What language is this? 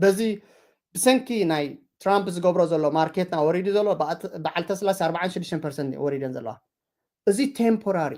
Tigrinya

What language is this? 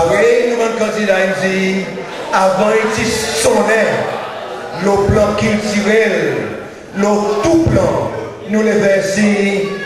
Seselwa Creole French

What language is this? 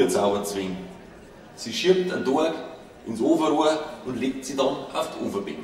Bavarian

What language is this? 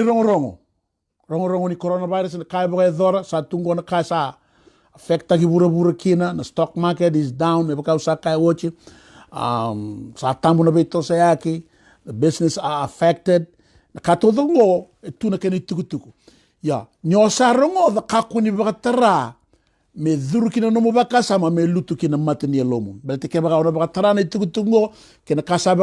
Fijian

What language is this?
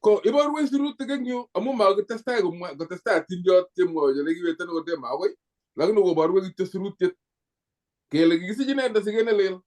Kalenjin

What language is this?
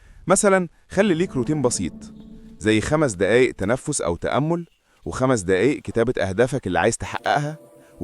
Egyptian Arabic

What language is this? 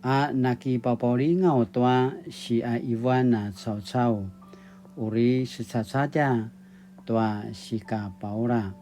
Paiwan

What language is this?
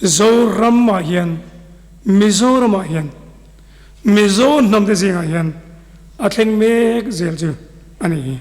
Mizo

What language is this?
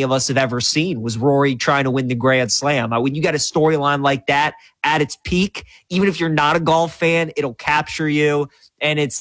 English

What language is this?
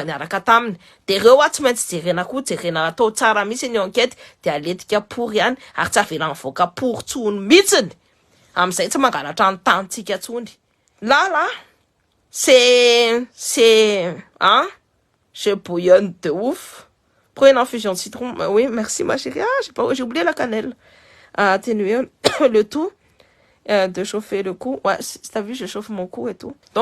Malagasy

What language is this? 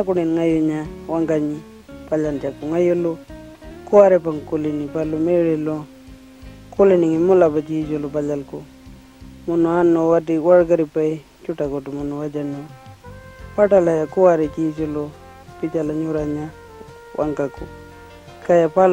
Pitjantjatjara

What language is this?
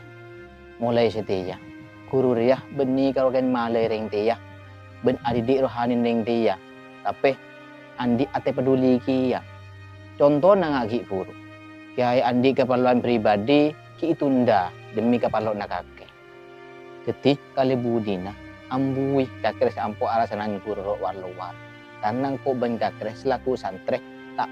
Madurese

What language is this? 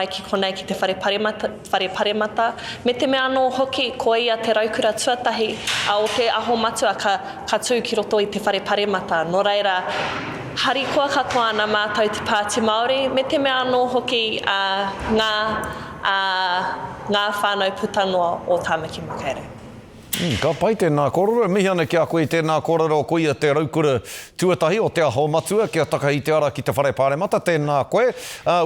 Māori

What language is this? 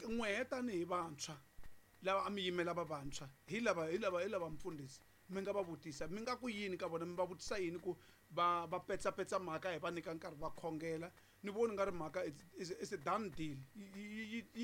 Tsonga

